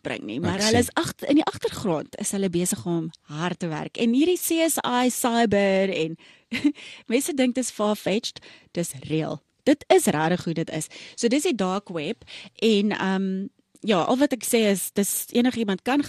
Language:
Afrikaans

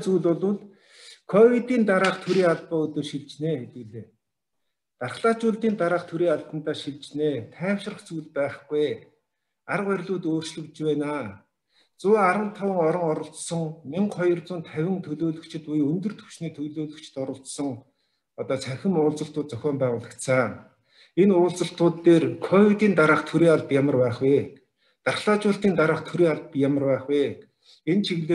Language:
Mongolian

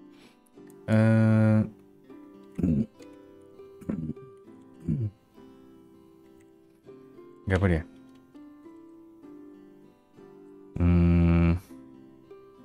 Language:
Malay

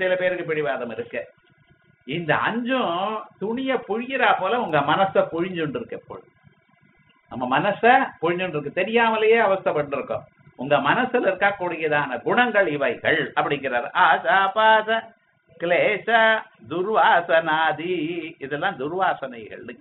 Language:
Tamil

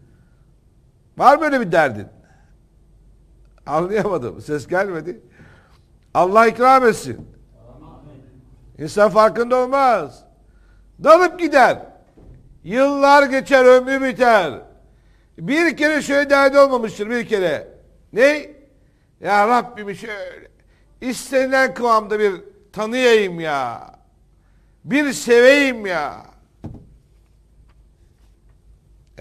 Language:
Turkish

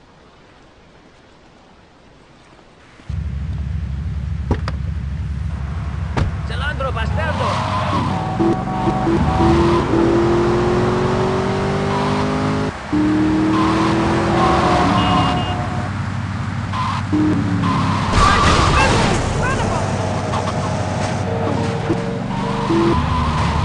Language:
English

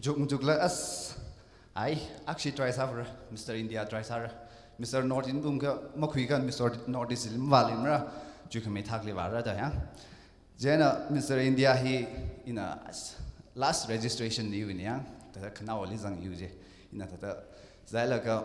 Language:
Tangkhul Naga (India)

